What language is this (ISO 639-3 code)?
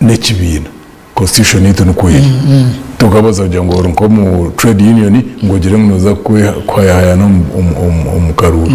nyn